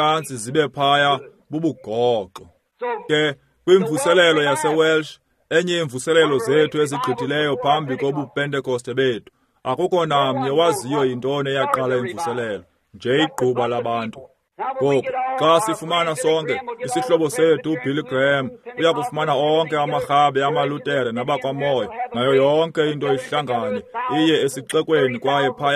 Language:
Xhosa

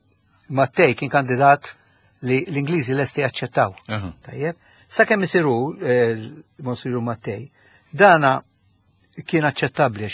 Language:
Maltese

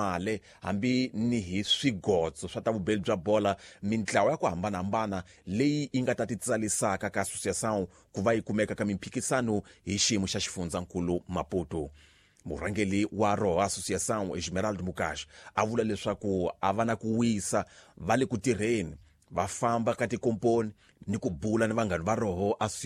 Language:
Tsonga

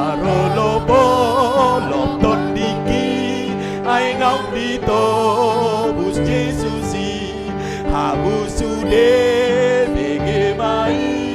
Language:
Batak Toba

